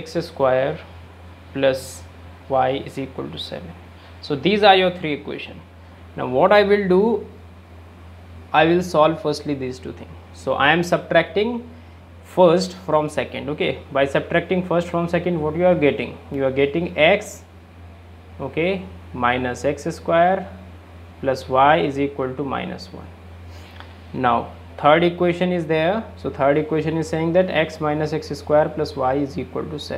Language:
English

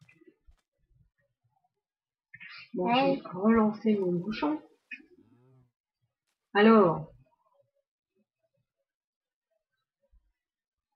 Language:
French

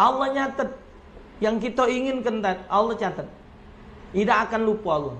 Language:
Musi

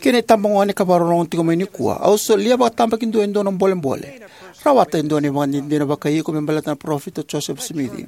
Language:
Fijian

